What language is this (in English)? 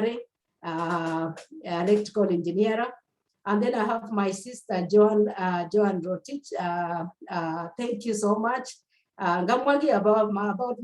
Kalenjin